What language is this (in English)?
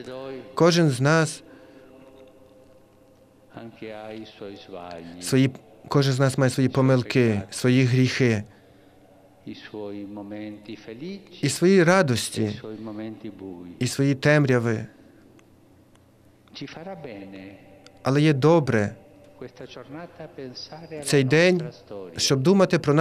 Ukrainian